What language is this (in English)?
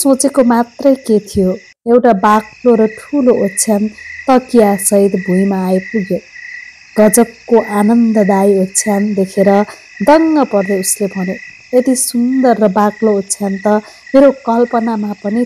Nepali